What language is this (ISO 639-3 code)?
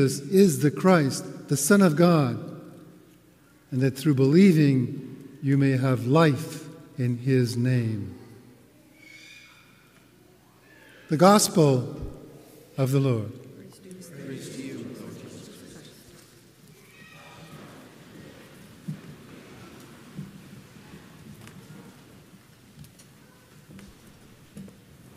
eng